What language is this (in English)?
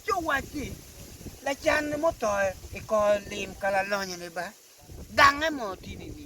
Acoli